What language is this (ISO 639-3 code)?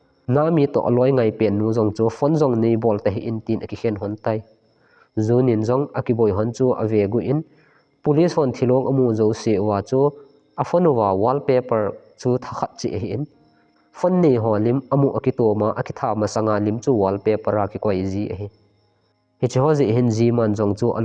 tcz